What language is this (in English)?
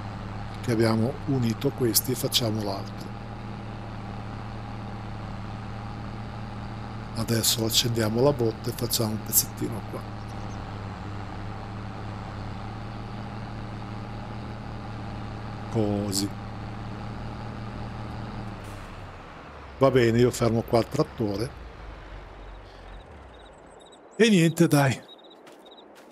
Italian